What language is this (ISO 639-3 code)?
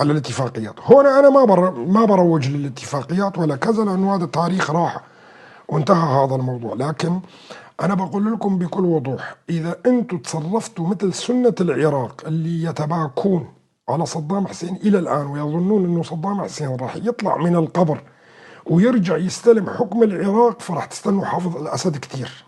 apc